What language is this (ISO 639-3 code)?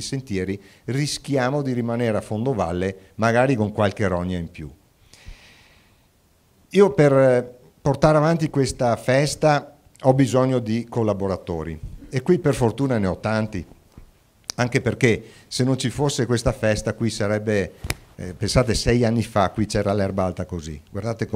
ita